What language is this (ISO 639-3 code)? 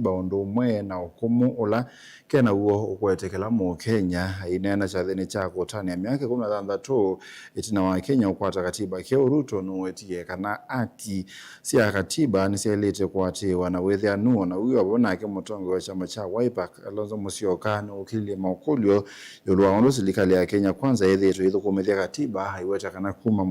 kam